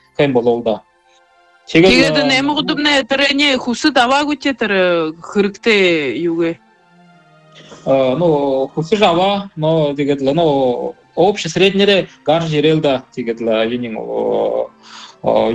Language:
Buriat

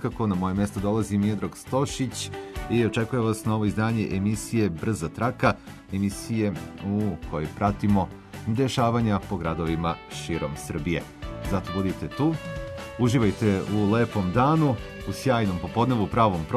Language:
Serbian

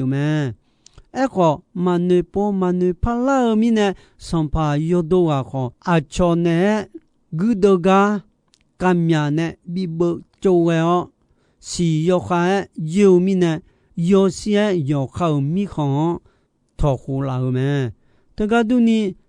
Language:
Akha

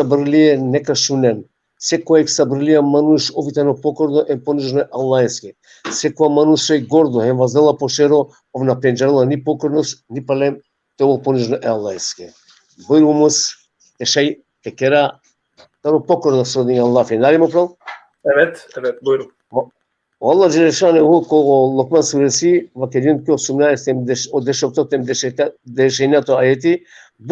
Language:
Balkan Romani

